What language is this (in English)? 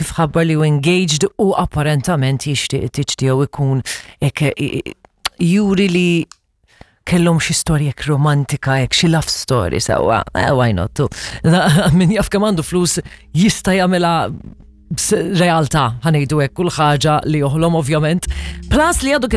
Maltese